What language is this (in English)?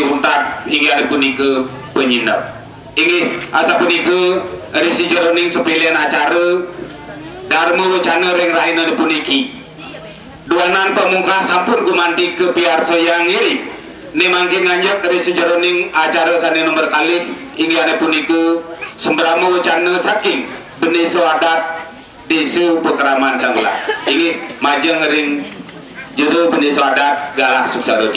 Balinese